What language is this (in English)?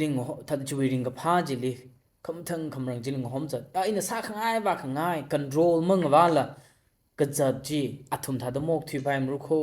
Tangkhul Naga (India)